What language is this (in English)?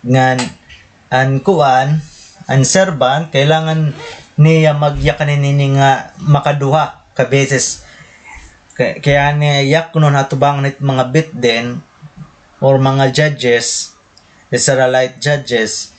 Waray